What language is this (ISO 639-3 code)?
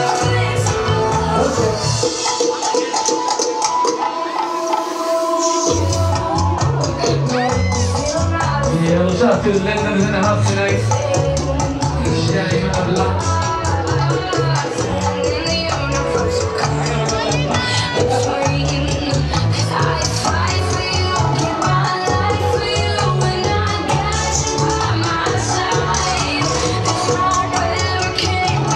eng